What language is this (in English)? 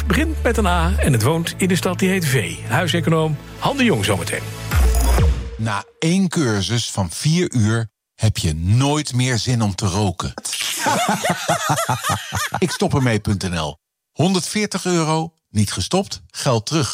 Dutch